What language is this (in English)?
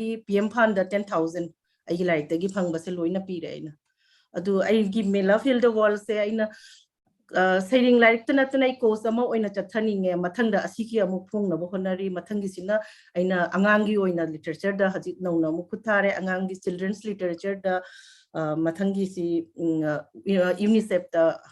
Manipuri